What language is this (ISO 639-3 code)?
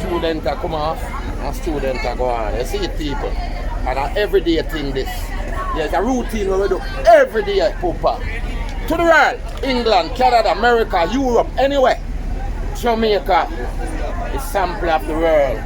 jam